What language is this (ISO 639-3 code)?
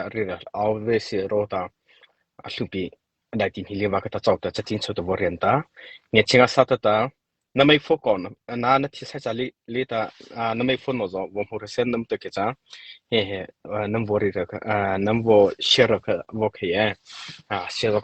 mrh